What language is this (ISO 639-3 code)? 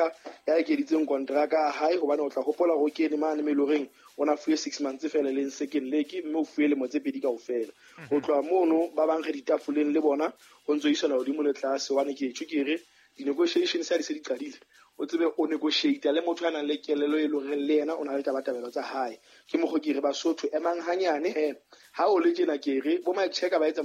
sot